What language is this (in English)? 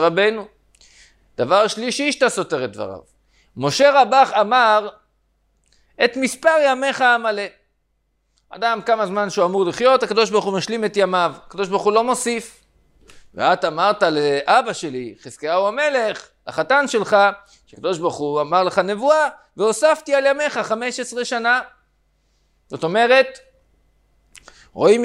Hebrew